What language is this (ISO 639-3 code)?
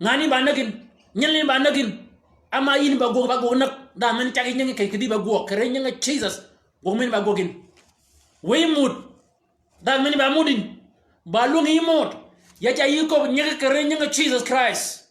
shk